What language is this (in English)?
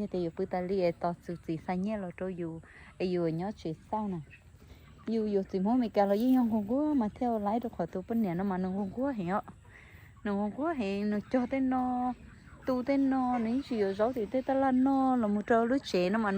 Hmong